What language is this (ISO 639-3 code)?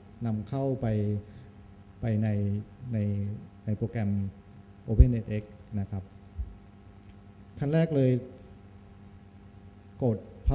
tha